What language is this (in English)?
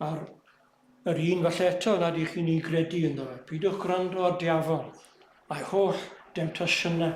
Welsh